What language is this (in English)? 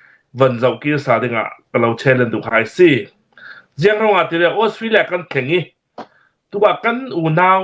Hakha Chin